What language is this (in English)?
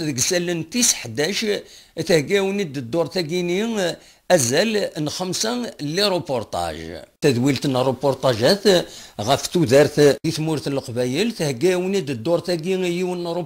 Kabyle